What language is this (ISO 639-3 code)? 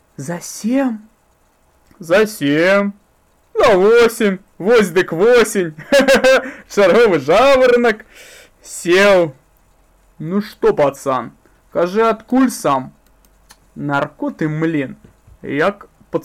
bel